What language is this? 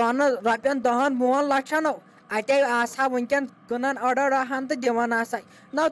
Kashmiri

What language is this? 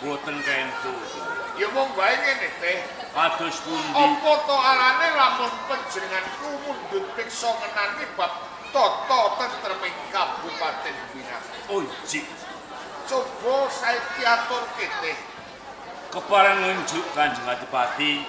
Javanese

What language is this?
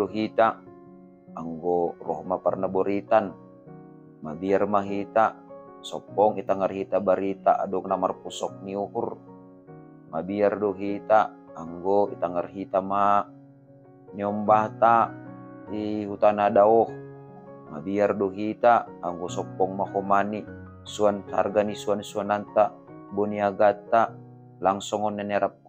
Batak Simalungun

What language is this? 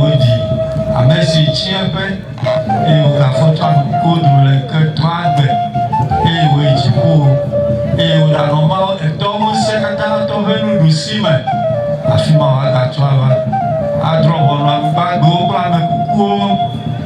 Ewe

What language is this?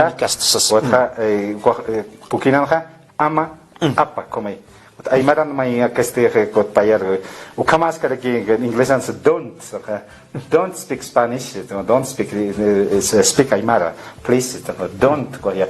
Aymara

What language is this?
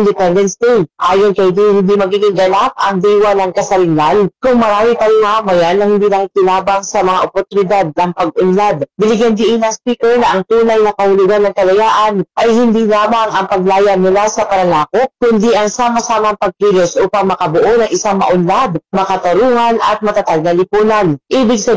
Filipino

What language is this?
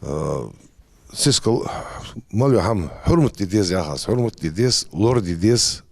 Ingush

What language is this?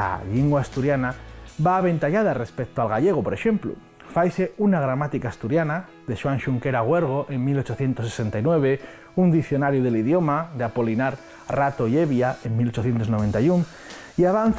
Asturian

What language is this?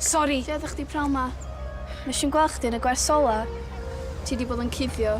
Welsh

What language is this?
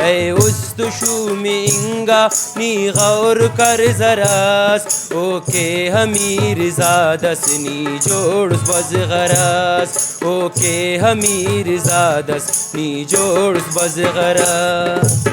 Brahui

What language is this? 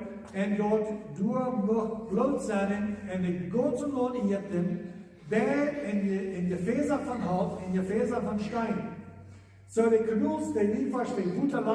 Plautdietsch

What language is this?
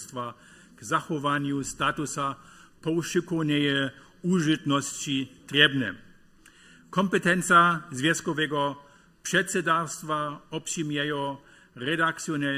Upper Sorbian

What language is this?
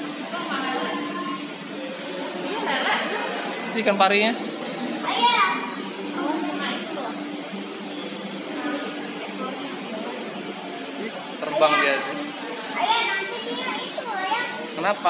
Indonesian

